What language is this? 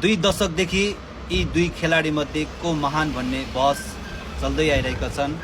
Nepali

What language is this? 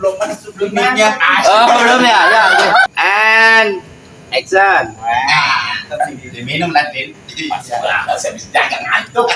Betawi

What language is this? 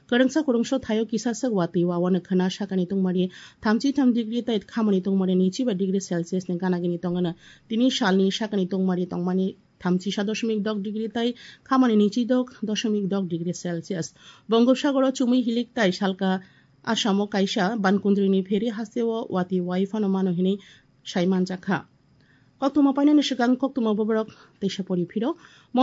Kok Borok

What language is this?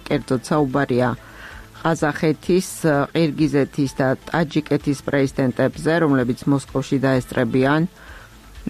Georgian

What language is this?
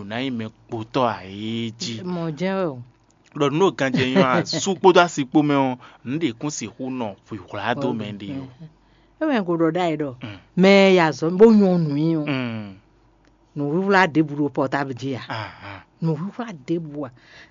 Fon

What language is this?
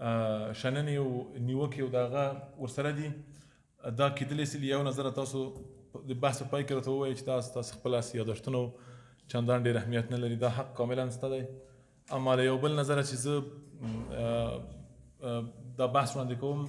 Pashto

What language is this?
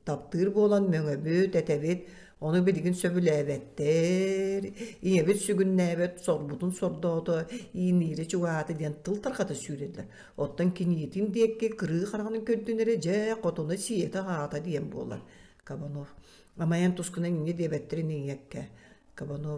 Yakut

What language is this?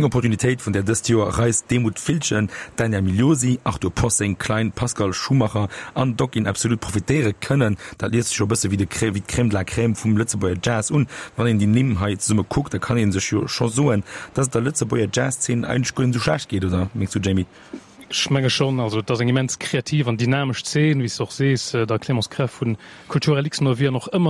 Luxembourgish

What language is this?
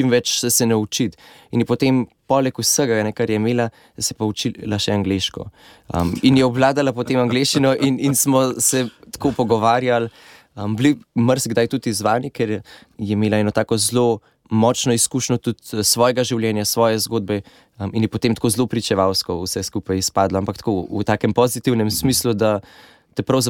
Slovenian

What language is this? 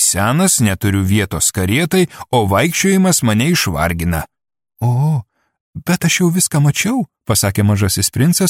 Lithuanian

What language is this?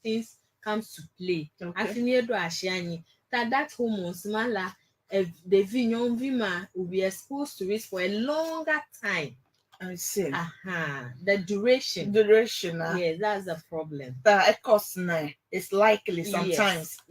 Ewe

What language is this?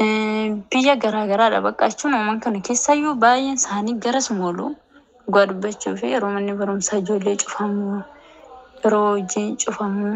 Oromo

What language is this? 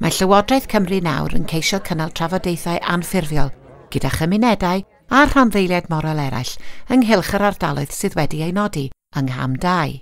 Welsh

